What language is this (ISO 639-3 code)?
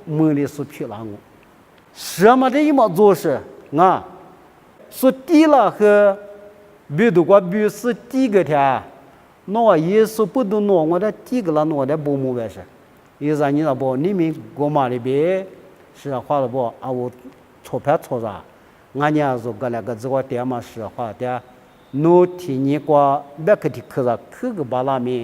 lis